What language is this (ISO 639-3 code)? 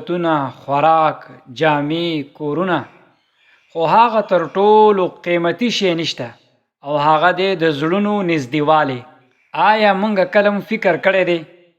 pus